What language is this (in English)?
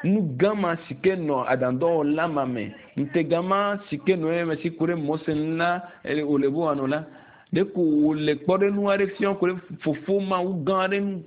Ewe